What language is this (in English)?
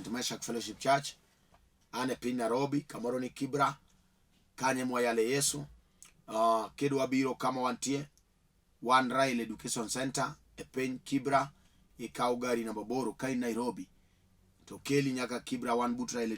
Luo (Kenya and Tanzania)